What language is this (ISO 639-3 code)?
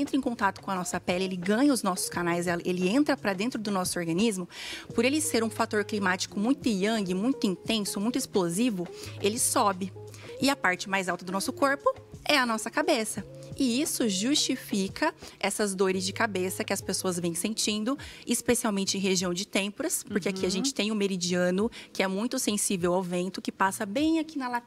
por